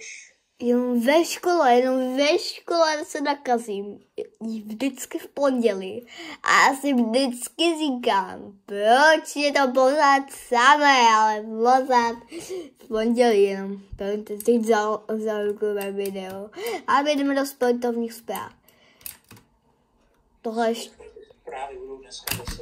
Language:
Czech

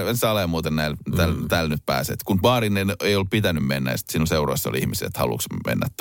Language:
Finnish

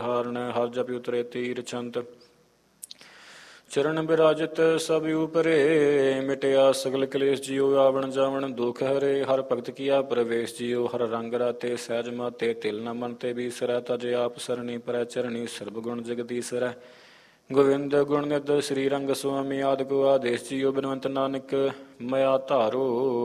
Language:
Punjabi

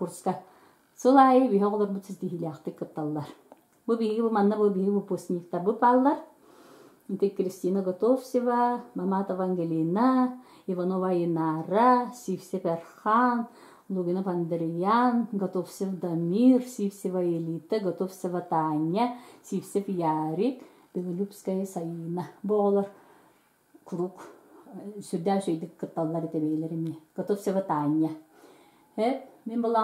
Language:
Yakut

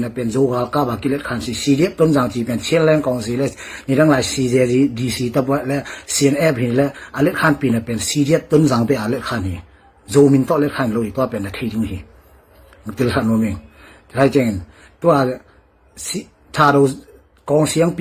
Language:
Tedim Chin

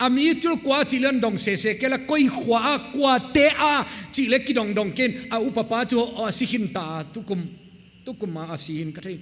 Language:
Paite Chin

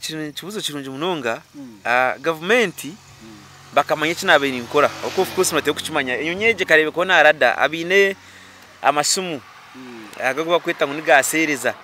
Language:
Nyankole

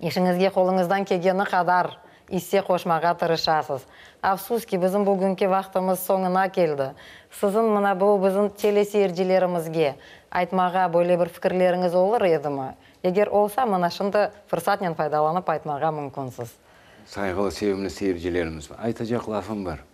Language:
Crimean Tatar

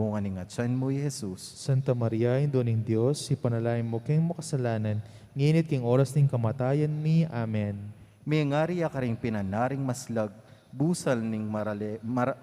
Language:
Pampanga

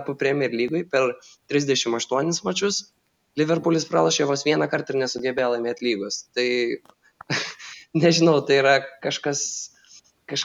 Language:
Lithuanian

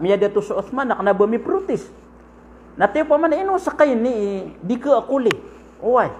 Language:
Maranao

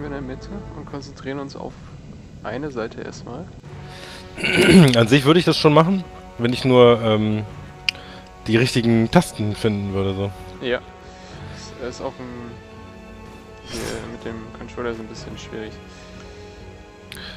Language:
German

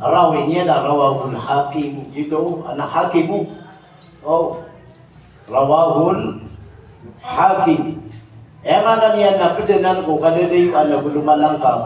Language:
Maranao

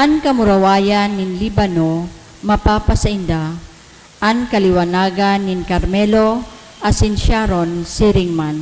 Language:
Bikol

